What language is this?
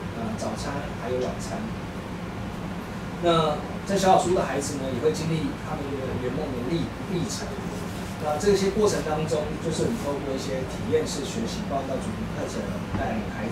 Chinese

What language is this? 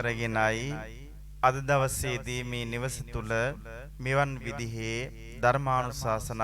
Sinhala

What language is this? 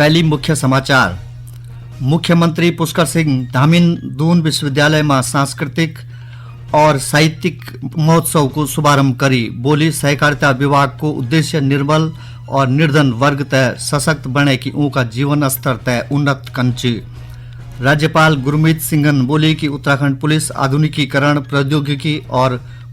Garhwali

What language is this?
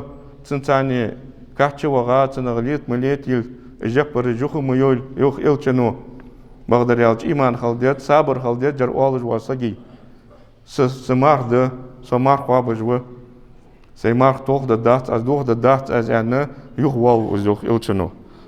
Ingush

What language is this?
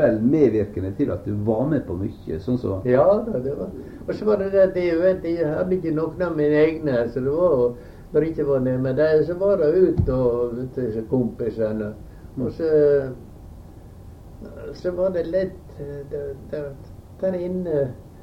Norwegian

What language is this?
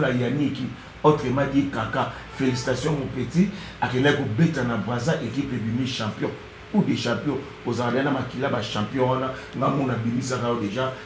Lingala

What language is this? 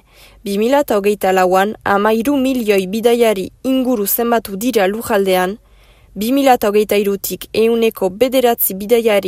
Basque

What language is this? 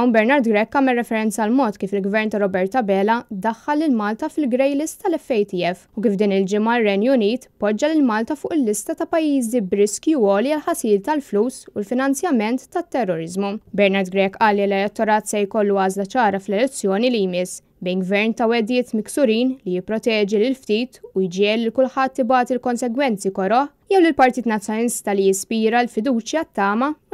Maltese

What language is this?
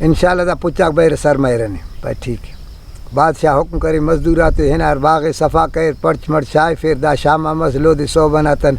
Brahui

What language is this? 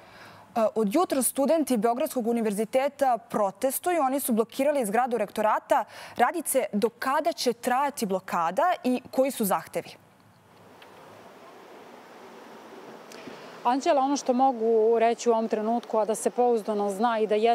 Serbian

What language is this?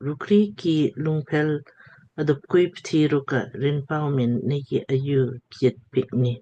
Lamkang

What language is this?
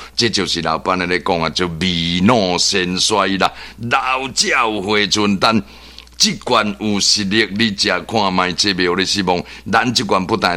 Min Nan Chinese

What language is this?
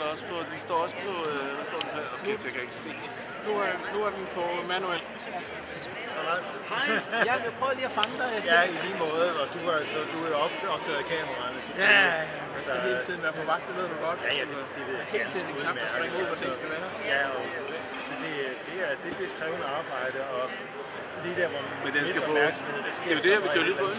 Danish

